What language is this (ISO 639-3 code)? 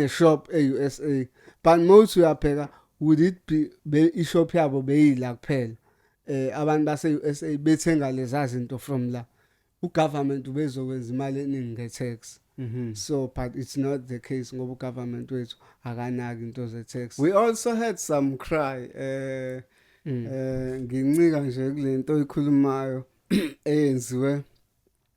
zul